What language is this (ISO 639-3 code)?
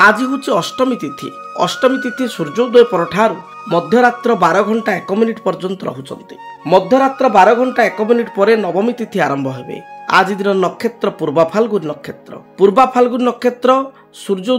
ori